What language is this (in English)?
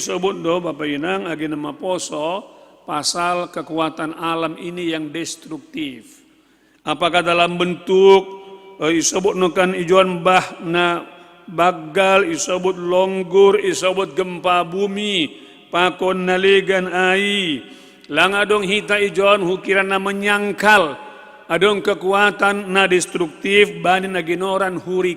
Batak Simalungun